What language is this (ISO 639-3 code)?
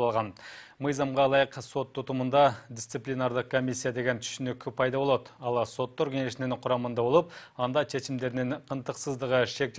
kir